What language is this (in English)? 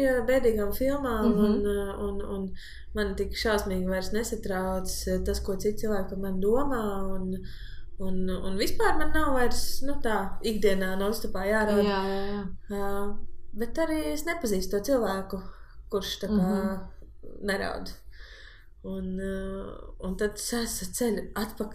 Latvian